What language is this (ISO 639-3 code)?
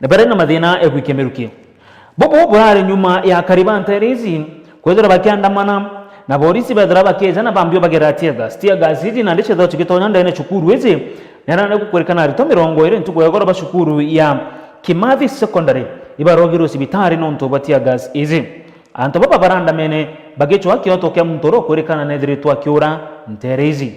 mer